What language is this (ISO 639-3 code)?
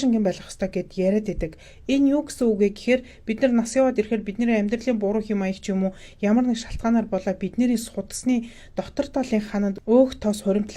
mon